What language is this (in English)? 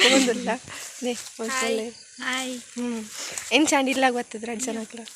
Tulu